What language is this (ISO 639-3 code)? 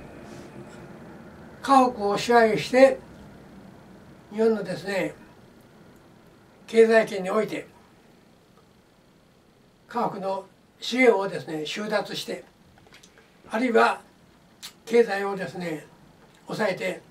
jpn